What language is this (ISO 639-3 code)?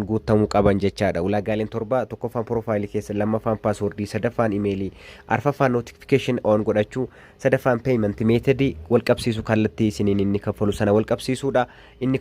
orm